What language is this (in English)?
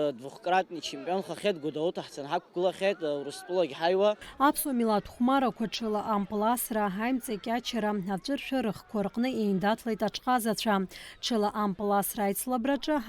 Abkhazian